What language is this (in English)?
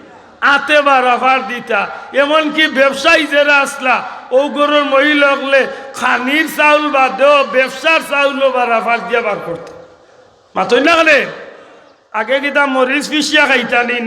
Sylheti